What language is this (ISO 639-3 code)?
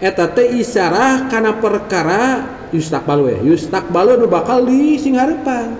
sun